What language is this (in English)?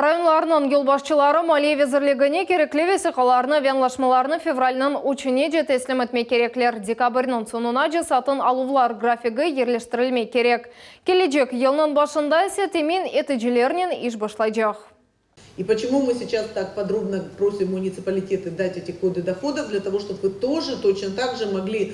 Crimean Tatar